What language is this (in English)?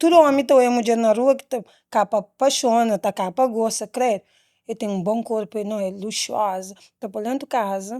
Kabuverdianu